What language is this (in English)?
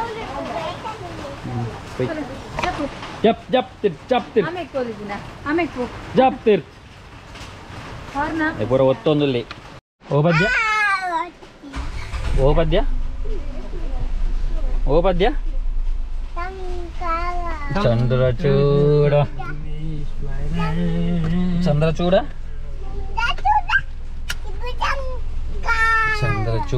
Tulu